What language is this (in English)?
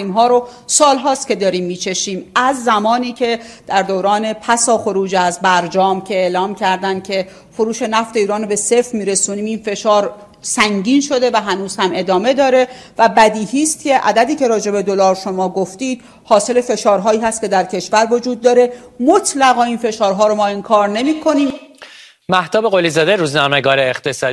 Persian